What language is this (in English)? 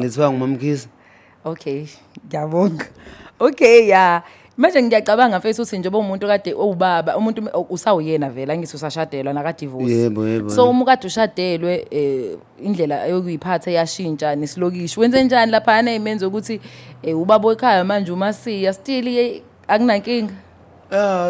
Zulu